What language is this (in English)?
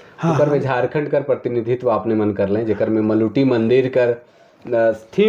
Sadri